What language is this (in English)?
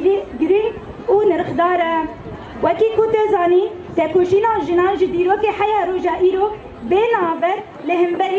Kurdish